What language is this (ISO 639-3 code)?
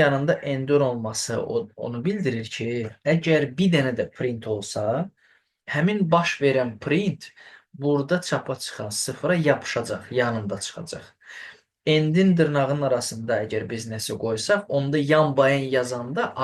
aze